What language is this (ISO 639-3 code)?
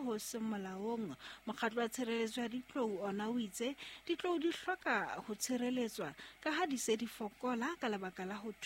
sot